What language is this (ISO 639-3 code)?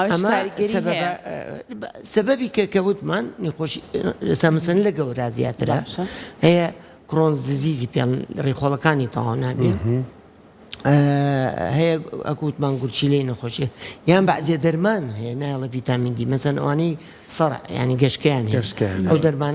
ckb